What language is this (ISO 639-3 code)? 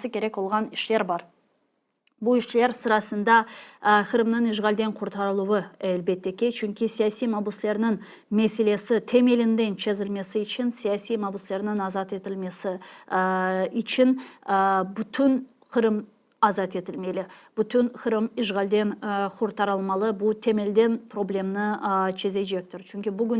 crh